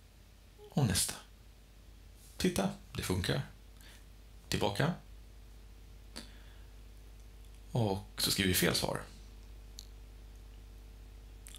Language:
Swedish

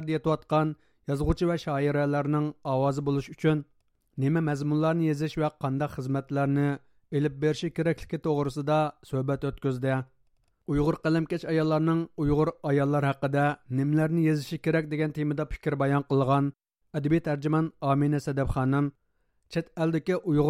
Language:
Uyghur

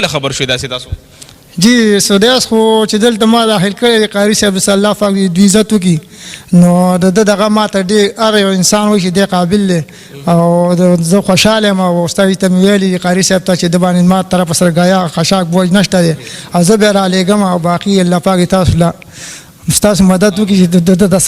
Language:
Pashto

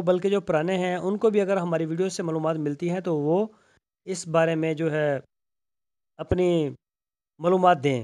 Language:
Urdu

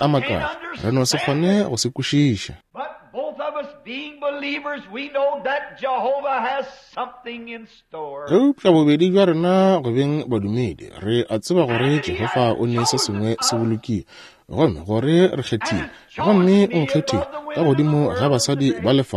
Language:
Northern Sotho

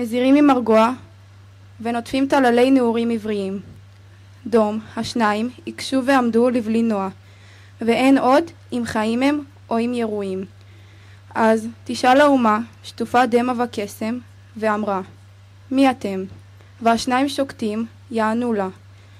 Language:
Hebrew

